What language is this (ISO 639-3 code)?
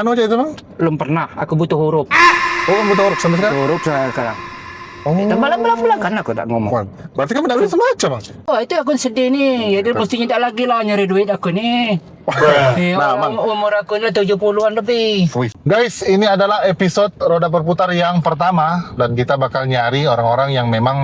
mui